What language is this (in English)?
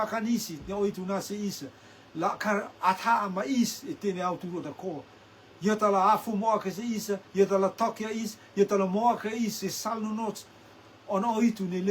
Rotuman